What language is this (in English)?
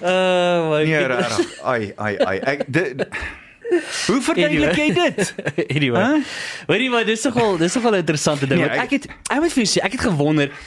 Afrikaans